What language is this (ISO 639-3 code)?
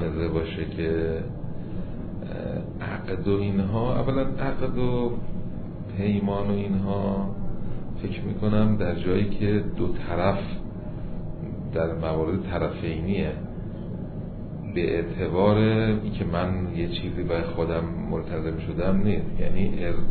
fas